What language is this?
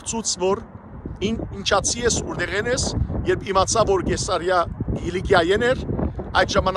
Western Armenian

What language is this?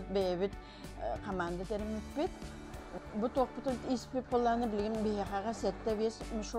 Yakut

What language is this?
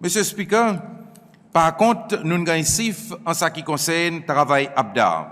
Seselwa Creole French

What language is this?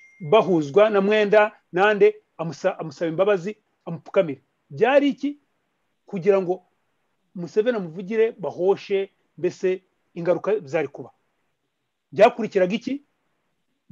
Kinyarwanda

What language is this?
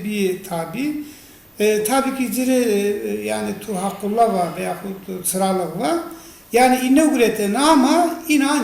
Zaza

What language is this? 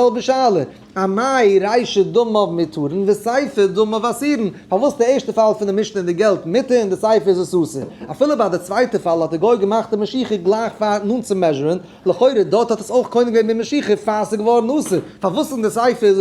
Yiddish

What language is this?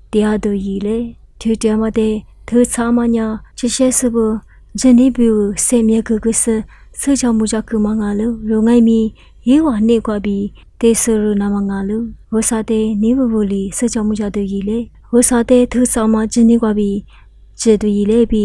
Lisu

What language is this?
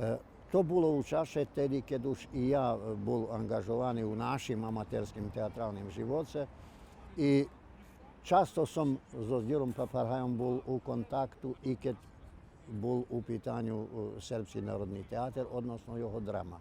Rusyn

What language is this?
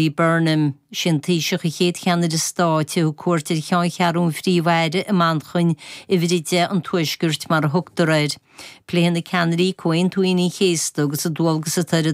Irish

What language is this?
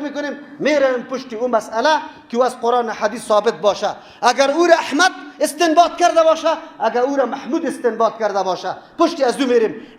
Persian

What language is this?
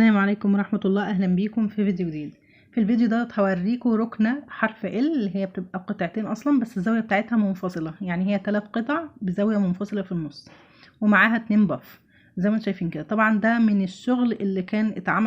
Egyptian Arabic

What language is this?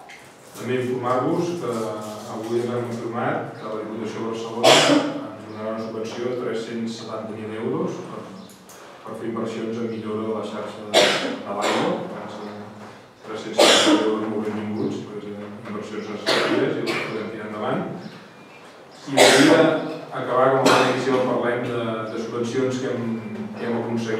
Catalan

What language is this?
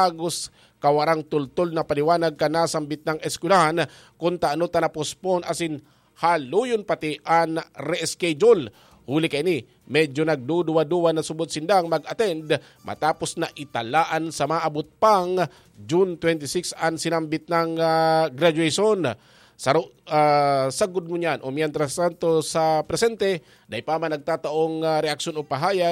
Bikol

